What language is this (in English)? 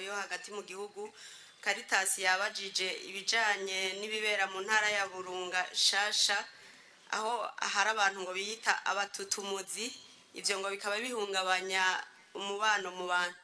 Rundi